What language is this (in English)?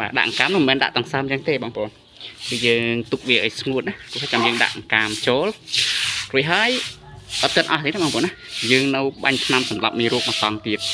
Khmer